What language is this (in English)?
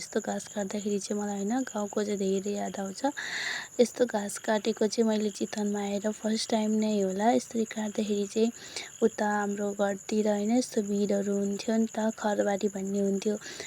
Nepali